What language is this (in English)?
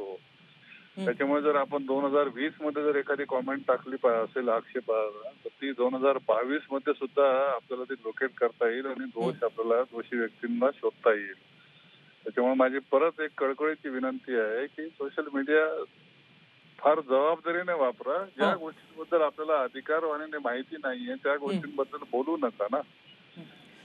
Marathi